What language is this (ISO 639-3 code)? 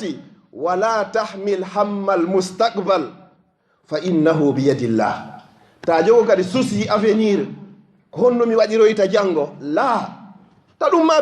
ful